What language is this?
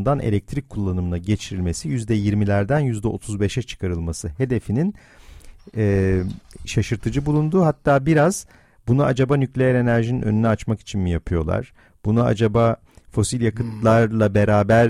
Turkish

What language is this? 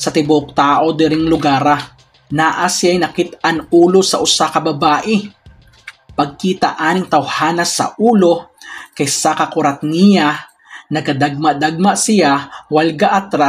Cebuano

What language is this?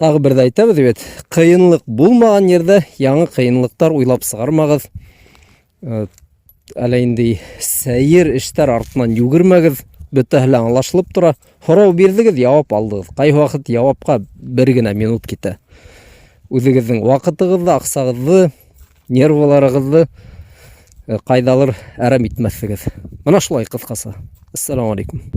Bashkir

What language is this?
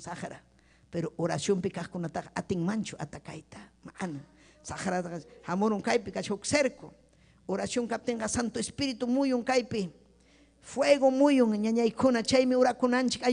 Ayacucho Quechua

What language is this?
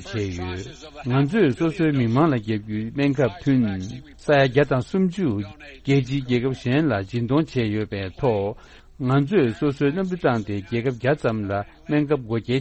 Tibetan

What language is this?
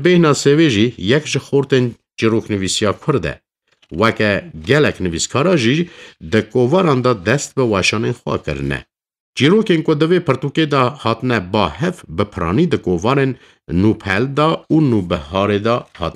Kurdish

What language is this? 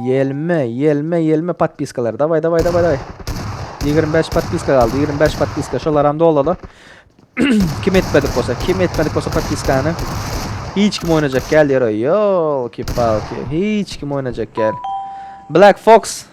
Turkmen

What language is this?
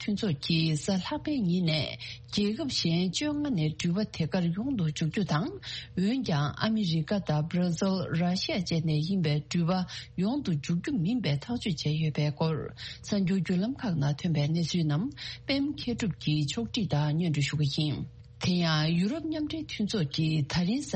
Tibetan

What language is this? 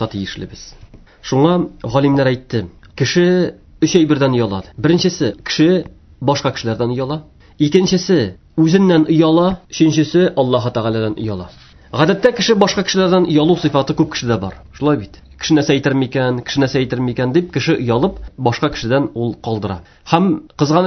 Tatar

